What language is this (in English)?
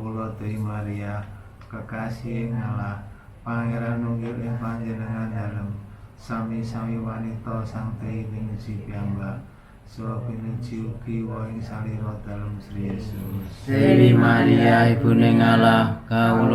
Javanese